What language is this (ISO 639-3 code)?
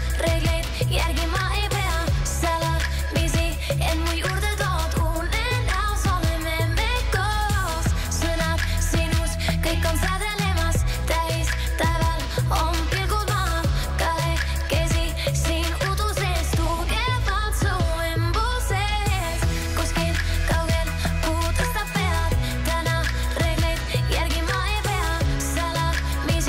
est